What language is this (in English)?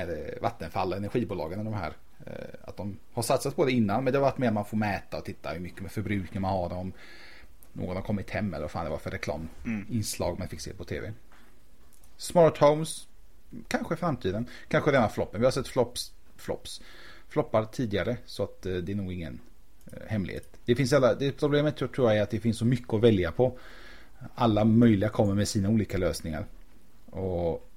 Swedish